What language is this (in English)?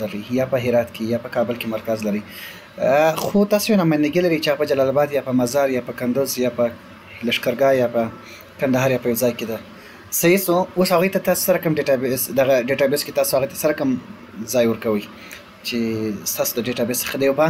Pashto